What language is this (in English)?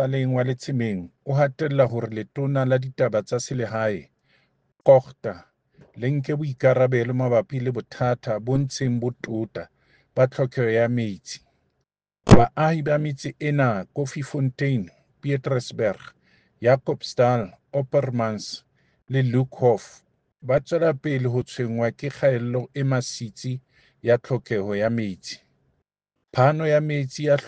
Southern Sotho